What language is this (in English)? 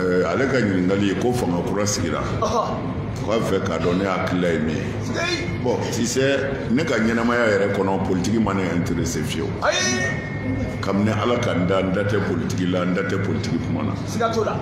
Bambara